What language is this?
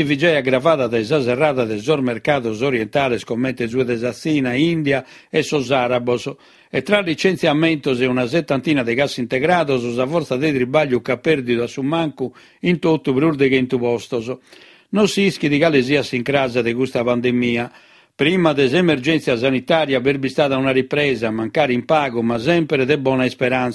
Sardinian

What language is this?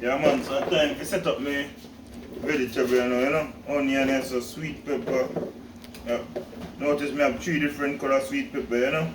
Jamaican Creole English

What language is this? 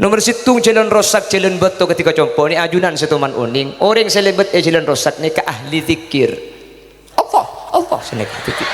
Madurese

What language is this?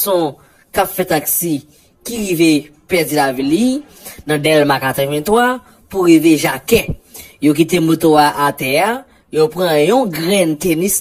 Haitian Creole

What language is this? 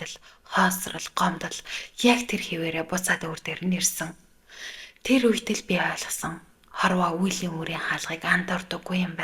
Mongolian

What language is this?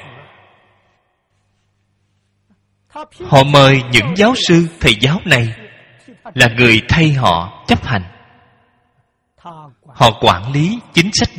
Vietnamese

